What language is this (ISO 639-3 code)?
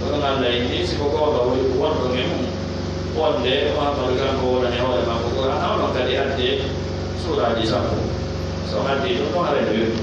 ful